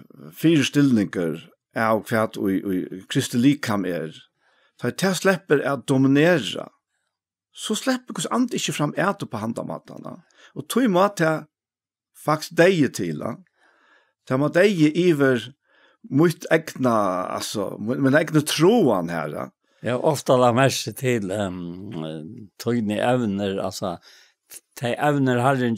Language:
Faroese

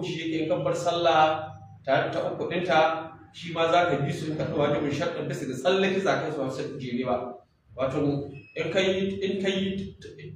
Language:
Hausa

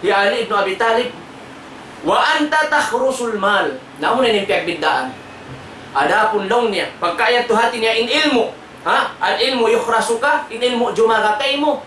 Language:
Tausug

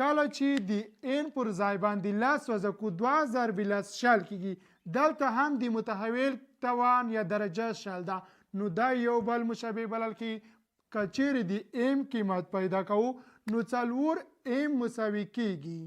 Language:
Pashto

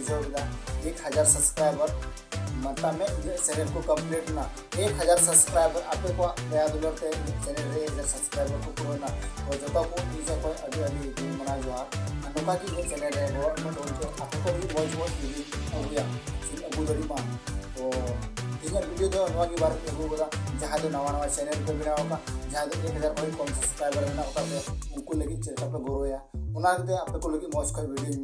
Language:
Santali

